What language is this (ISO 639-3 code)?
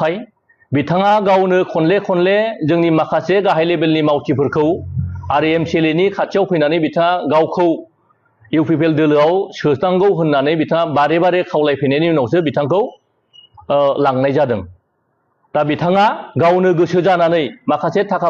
brx